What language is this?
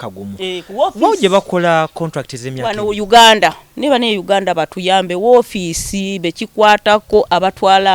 Ganda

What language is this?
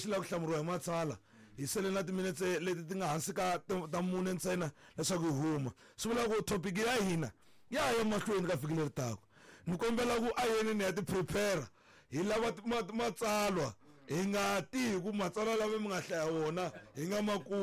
Tsonga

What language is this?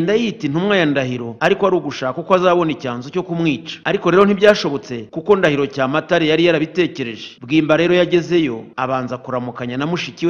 Kinyarwanda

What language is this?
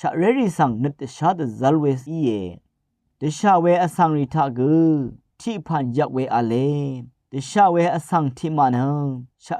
Rawang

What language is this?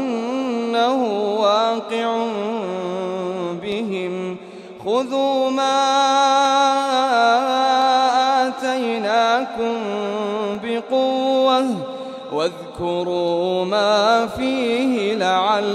Arabic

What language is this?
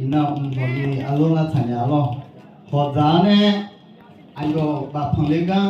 Akha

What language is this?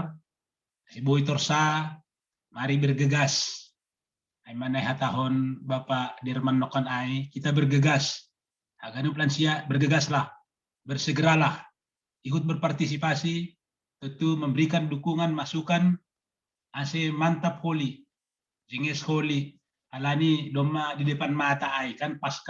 Batak Simalungun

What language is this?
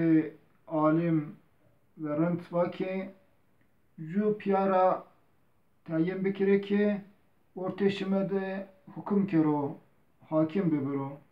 Zaza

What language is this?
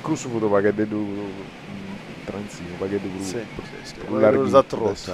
Sardinian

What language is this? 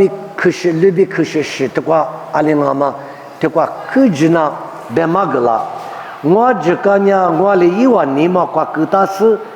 Lisu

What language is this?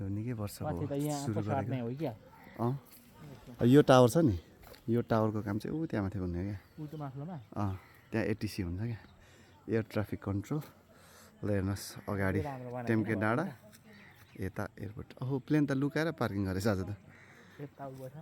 Nepali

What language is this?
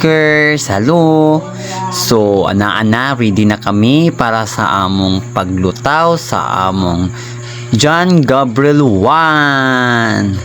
Cebuano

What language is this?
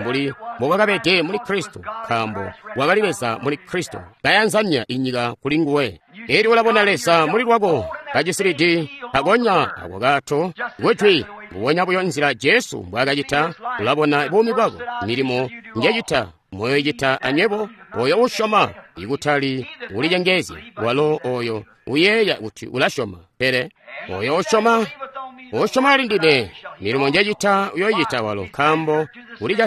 Tonga (Zambia)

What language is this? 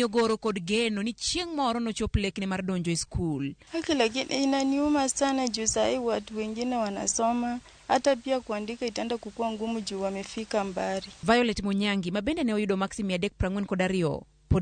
Luo (Kenya and Tanzania)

